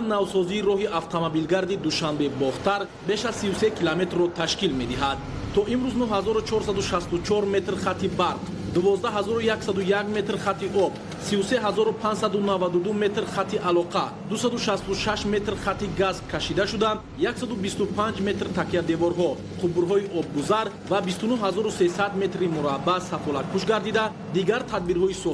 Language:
Tajik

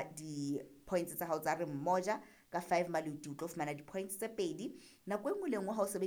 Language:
Southern Sotho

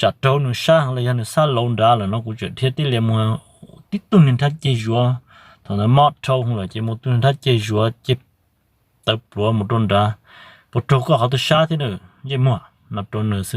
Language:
Hmong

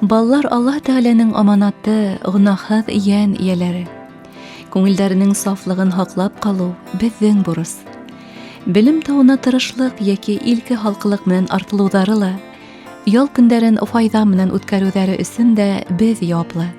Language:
Bashkir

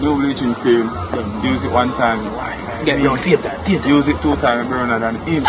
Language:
Jamaican Creole English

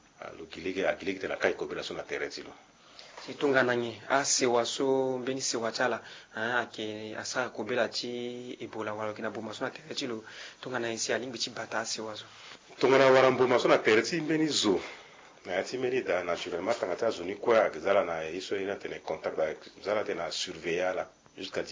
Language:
Sango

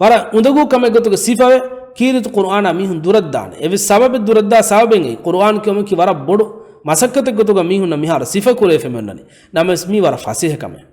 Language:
Divehi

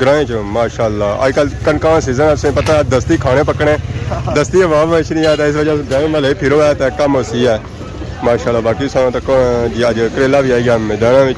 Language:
Pahari-Potwari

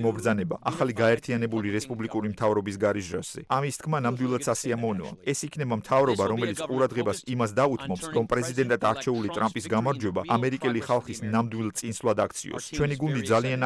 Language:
Georgian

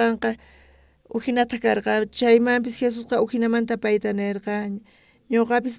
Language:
South Bolivian Quechua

